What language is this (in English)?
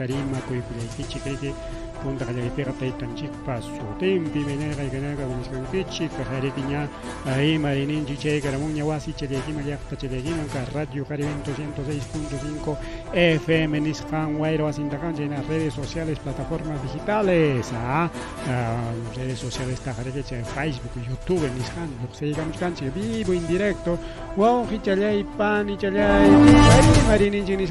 Ayacucho Quechua